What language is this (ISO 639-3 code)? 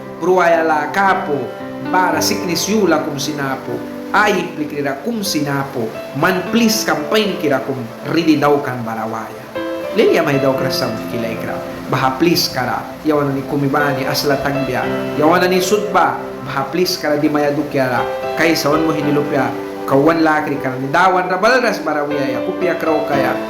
miq